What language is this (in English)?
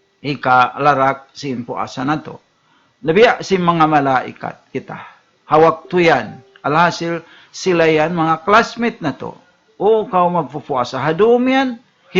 Tausug